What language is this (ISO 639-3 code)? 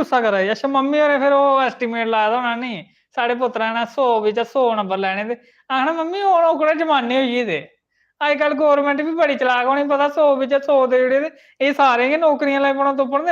doi